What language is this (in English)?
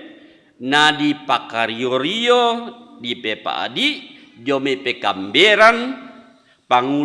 Toraja-Sa'dan